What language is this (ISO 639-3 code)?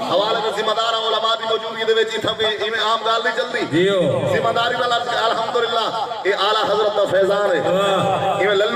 skr